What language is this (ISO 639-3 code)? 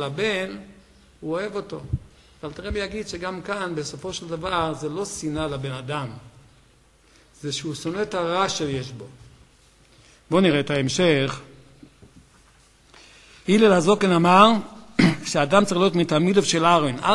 heb